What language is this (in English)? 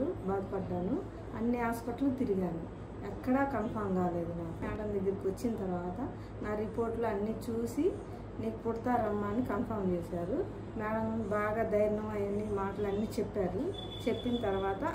Telugu